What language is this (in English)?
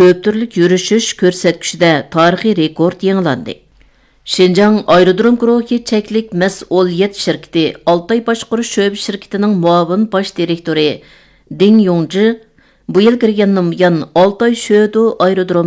Uyghur